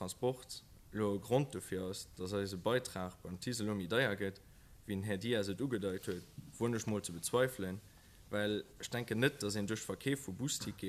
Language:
Luxembourgish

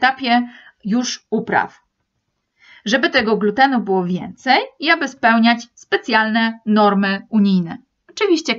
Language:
Polish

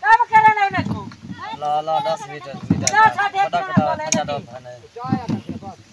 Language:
Saraiki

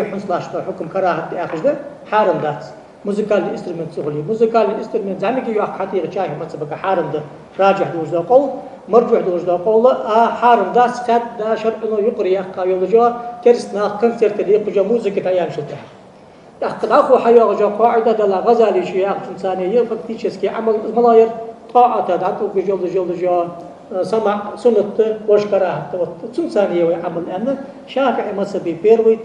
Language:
Ingush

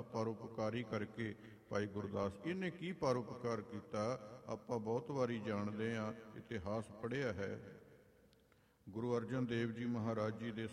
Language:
Punjabi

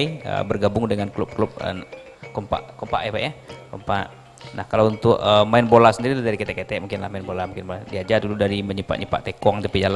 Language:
Minangkabau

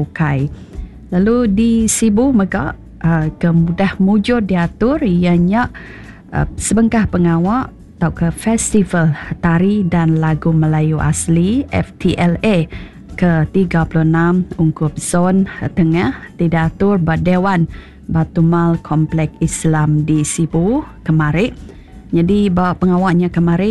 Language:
Iban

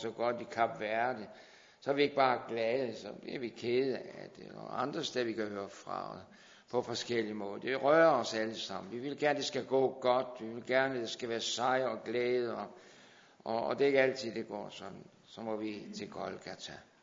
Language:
Danish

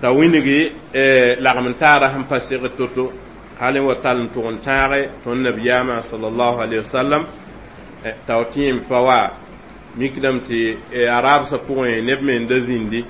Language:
Mossi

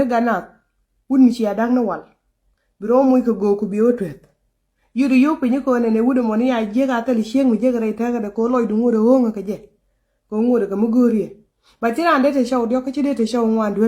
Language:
Nuer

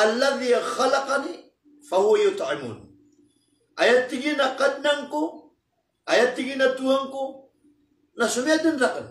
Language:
Maranao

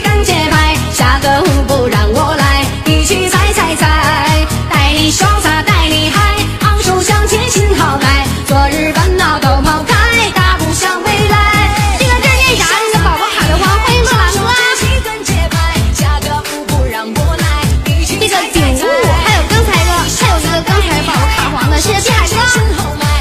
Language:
Chinese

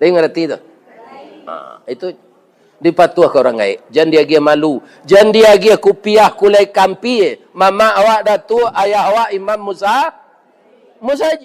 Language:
Minangkabau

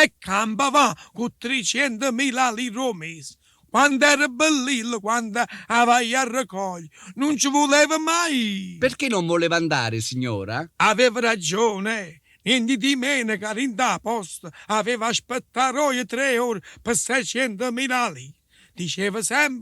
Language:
Neapolitan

